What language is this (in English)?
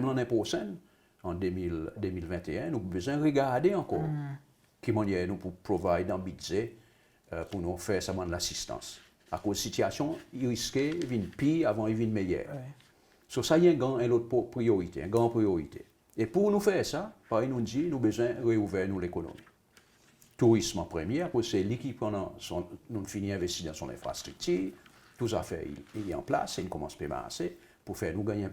Seselwa Creole French